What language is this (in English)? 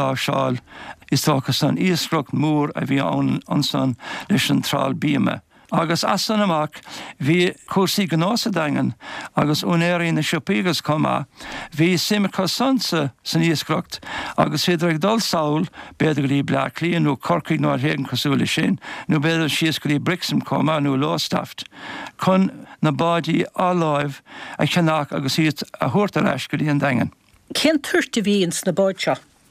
Irish